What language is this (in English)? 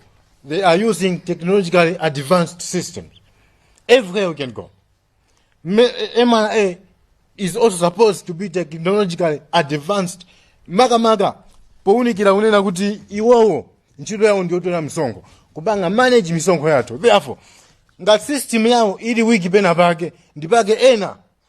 Nyanja